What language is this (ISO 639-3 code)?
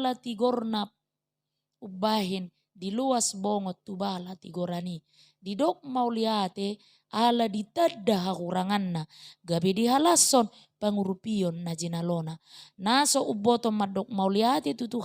bbc